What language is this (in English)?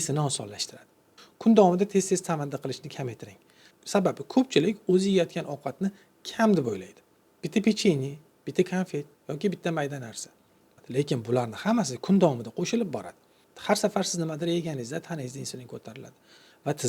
Uzbek